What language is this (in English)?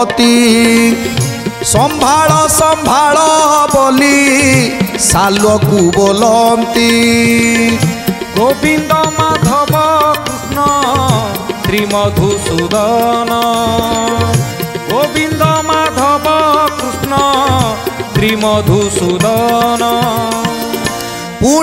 Odia